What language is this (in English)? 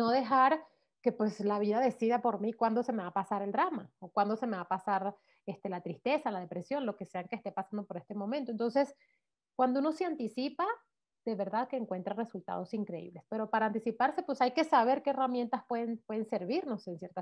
Spanish